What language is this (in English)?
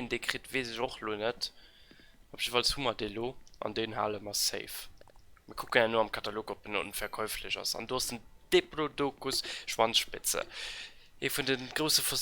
Luxembourgish